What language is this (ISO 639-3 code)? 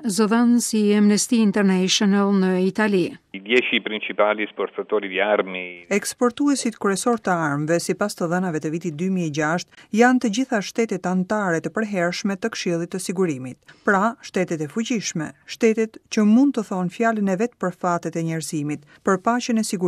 sqi